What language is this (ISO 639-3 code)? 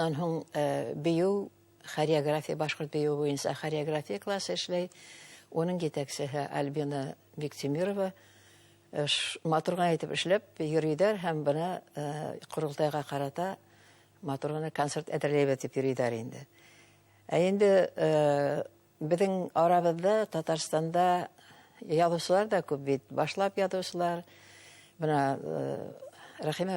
bak